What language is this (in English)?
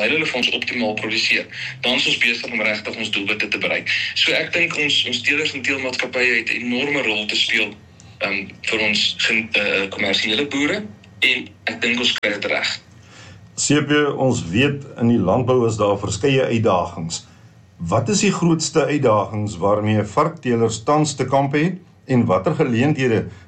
Afrikaans